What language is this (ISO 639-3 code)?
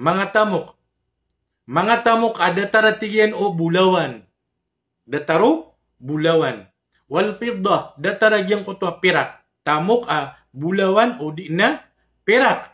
mrw